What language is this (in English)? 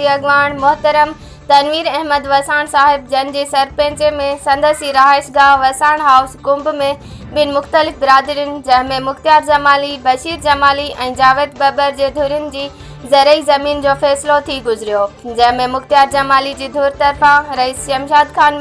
Sindhi